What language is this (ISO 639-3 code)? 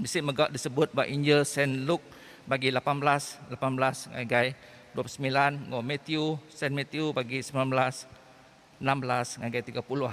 iba